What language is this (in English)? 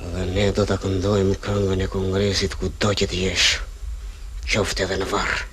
Albanian